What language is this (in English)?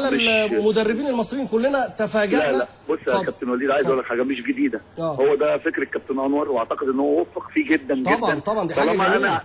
Egyptian Arabic